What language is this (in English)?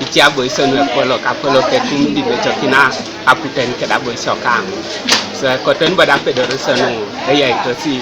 Teso